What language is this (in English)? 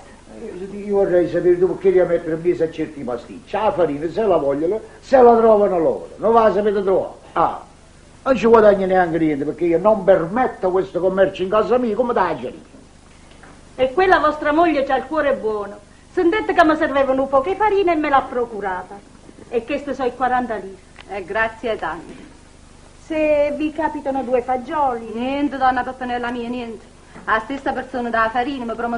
Neapolitan